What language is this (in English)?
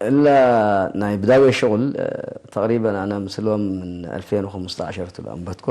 Tigre